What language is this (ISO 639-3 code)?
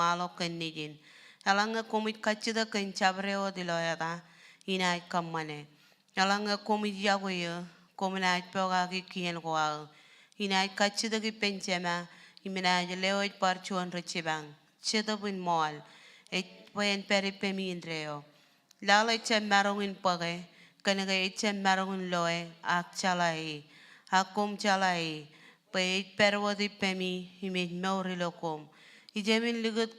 mah